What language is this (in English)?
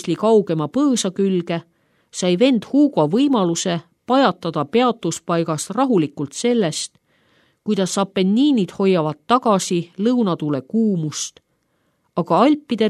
Estonian